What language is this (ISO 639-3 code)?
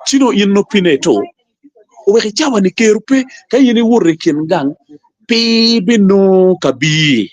ach